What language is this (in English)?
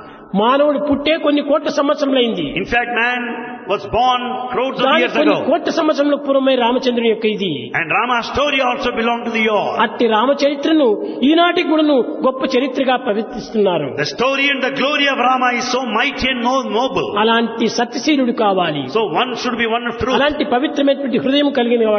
Telugu